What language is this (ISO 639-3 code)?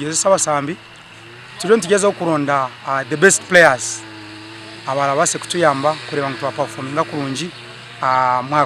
nyn